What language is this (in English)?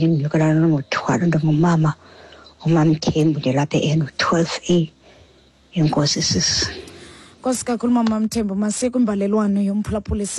Xhosa